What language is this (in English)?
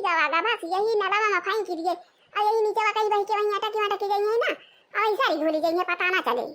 Awadhi